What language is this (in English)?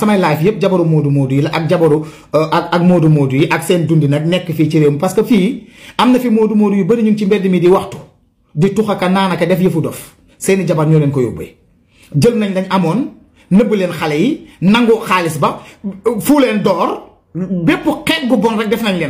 Wolof